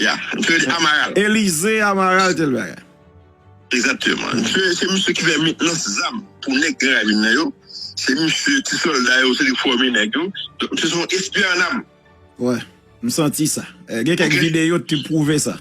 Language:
Haitian Creole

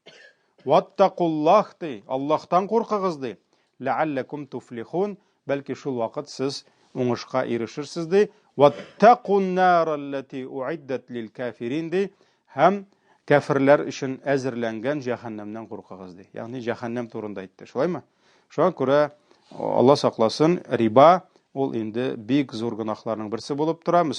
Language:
Tatar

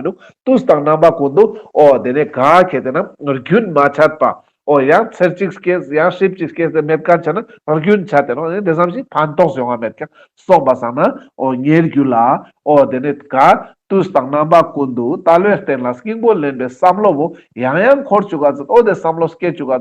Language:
Ladakhi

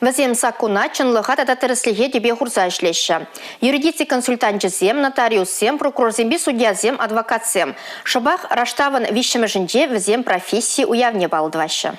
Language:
Chuvash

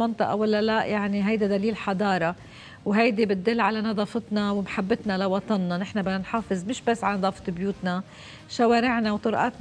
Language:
North Levantine Arabic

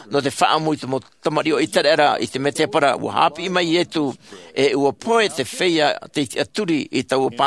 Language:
Tahitian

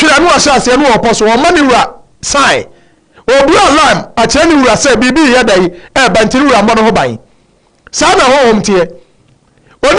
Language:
Akan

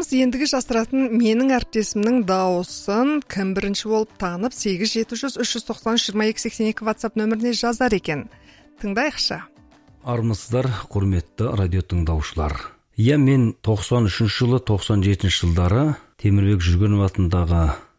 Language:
Kazakh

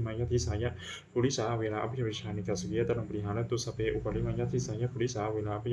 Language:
Pali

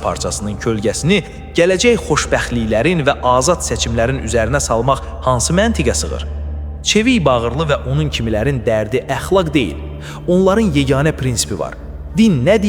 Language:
Azerbaijani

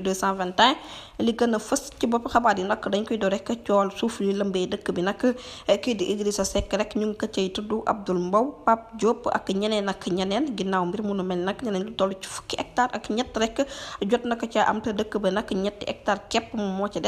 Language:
Wolof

